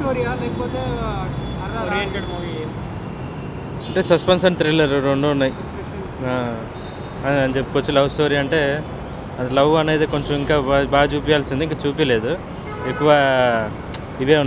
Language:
Telugu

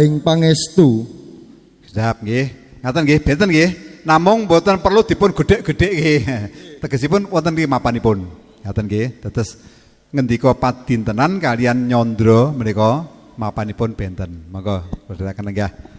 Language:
Javanese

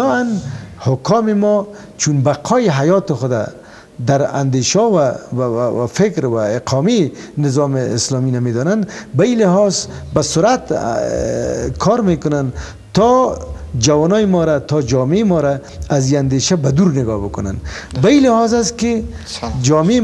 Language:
Persian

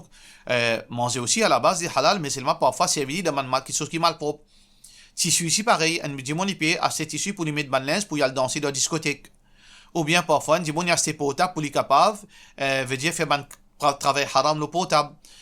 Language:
Morisyen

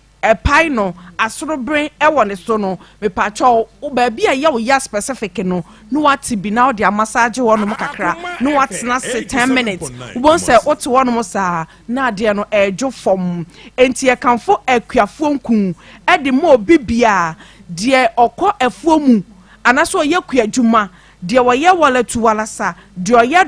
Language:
Akan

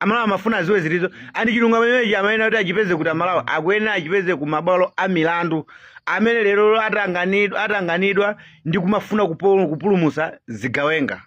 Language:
Nyanja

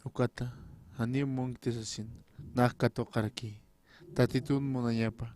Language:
Aymara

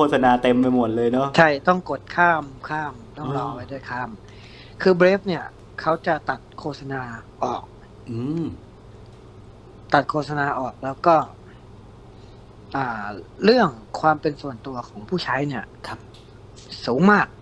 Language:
Thai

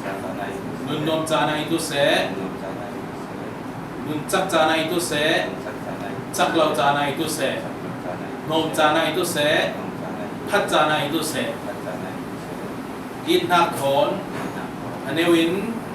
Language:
Falam Chin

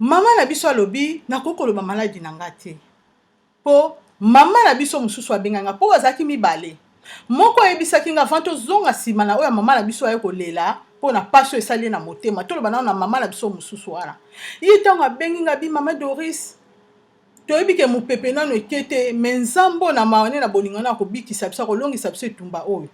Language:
Lingala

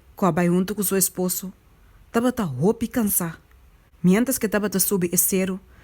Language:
Papiamento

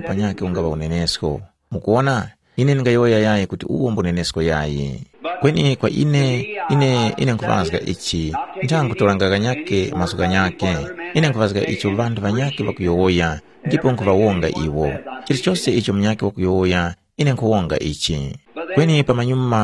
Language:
Tumbuka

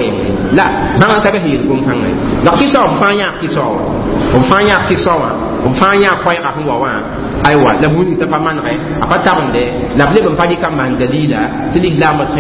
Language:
Mossi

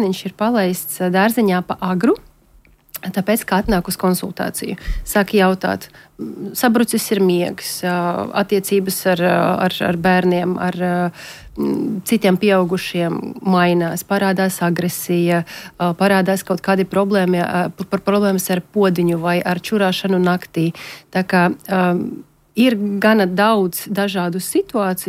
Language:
Latvian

